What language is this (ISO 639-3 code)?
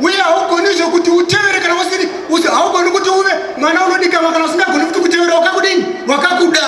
sna